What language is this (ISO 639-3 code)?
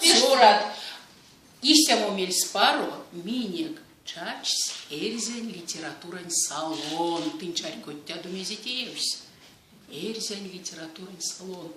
myv